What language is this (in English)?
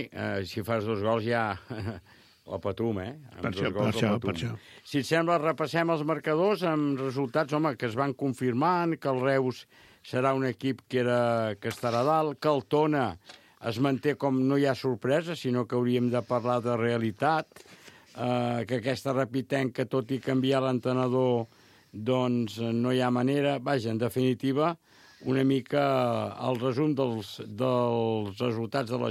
Catalan